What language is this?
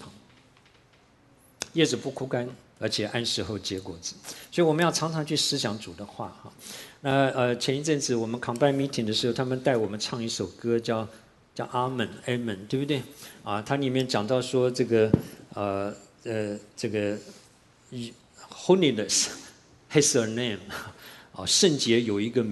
Chinese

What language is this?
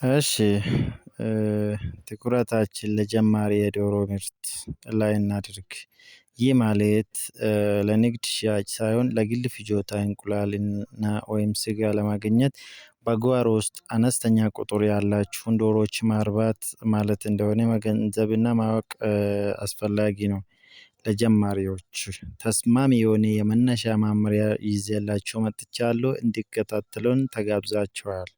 Amharic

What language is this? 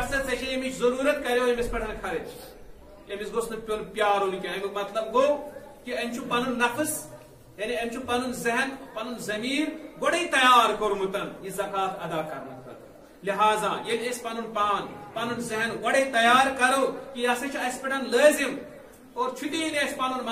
Kashmiri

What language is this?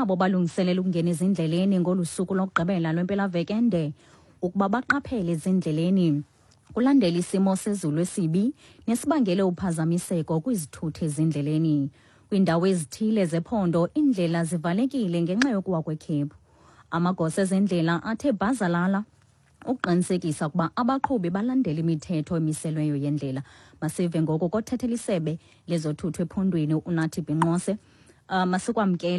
Xhosa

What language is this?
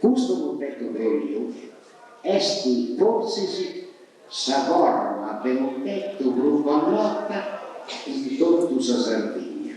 Sardinian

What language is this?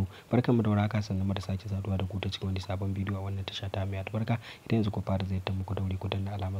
Hausa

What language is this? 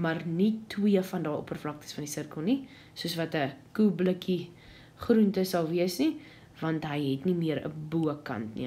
Afrikaans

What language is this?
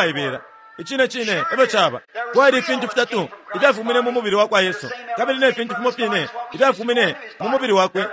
Bemba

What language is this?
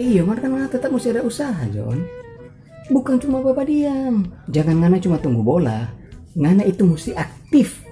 Manado Malay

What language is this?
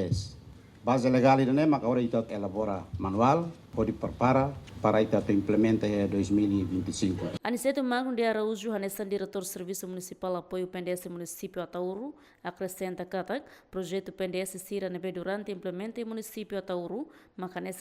Tetum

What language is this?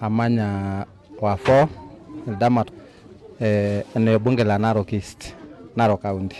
Masai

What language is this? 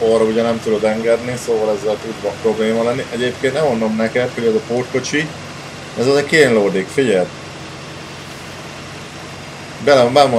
Hungarian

